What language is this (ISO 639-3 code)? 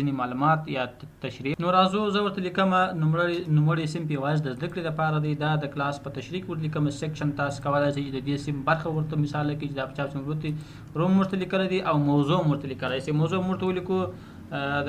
pus